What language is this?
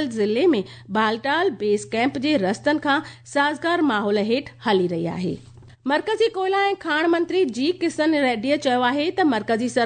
Sindhi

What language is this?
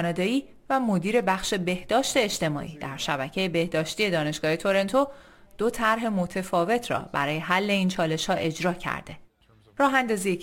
Persian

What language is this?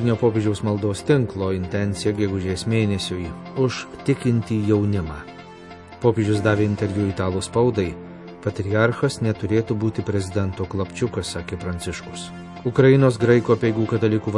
Lithuanian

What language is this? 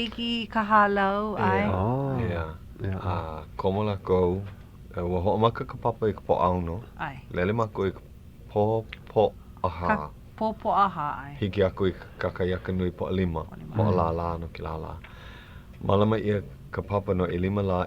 Hawaiian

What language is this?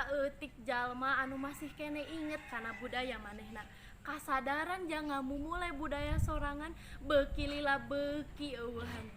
Sundanese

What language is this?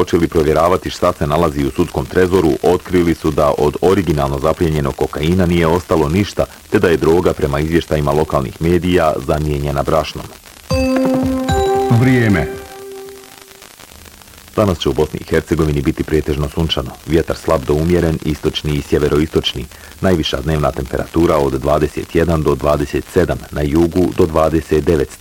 Bosnian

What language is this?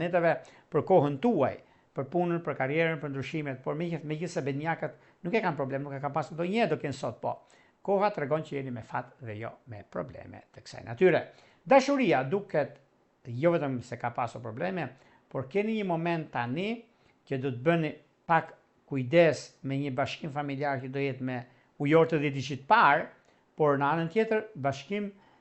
Albanian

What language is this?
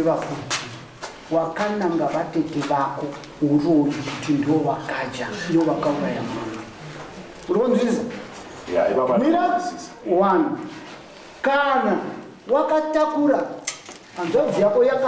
Shona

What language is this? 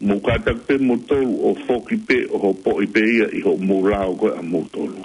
Tongan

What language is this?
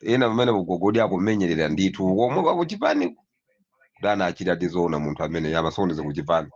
Nyanja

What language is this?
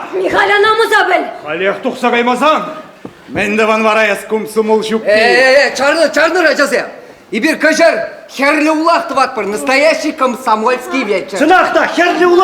Chuvash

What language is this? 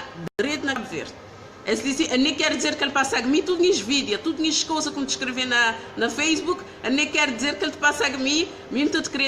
Kabuverdianu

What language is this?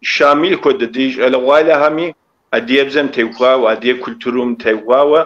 Kabardian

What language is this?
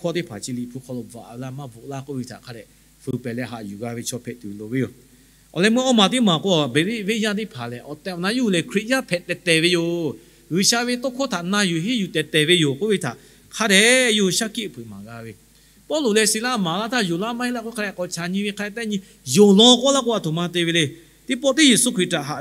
Lahu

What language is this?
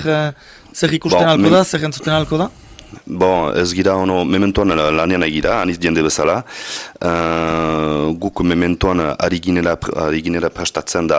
Basque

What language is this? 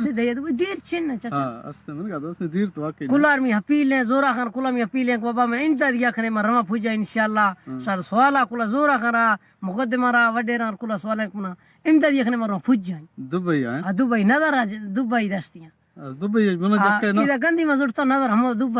Baluchi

